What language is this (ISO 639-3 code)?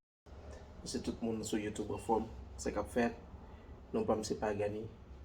hat